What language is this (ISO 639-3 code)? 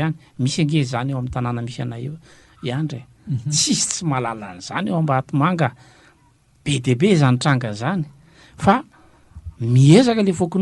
mlg